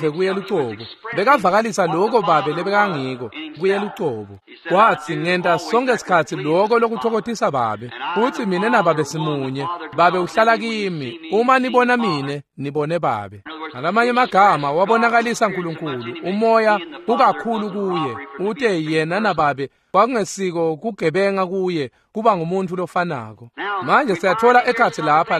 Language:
Swati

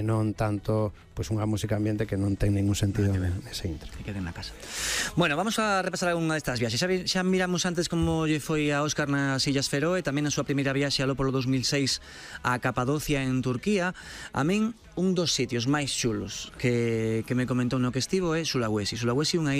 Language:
Galician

